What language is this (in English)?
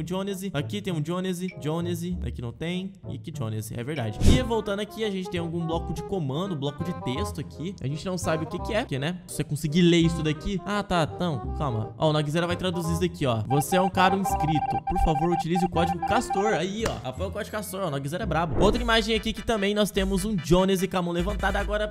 Portuguese